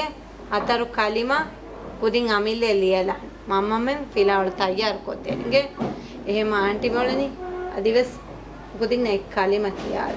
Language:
Divehi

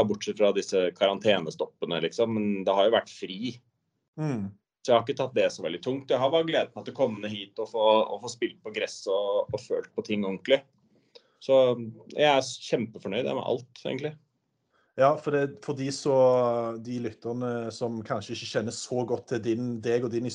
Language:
Norwegian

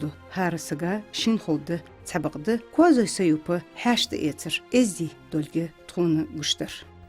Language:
Ingush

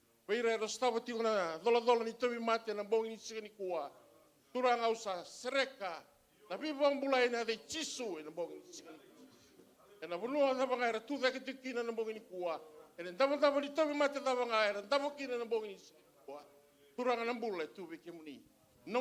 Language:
Fijian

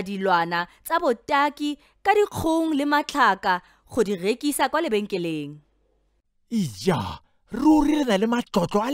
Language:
Tswana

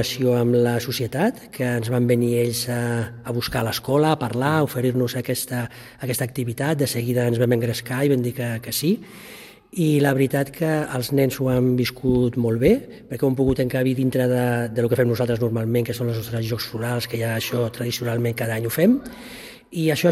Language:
Catalan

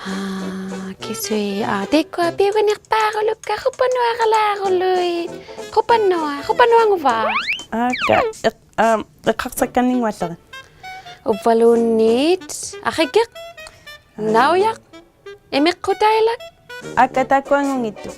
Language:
Inuktitut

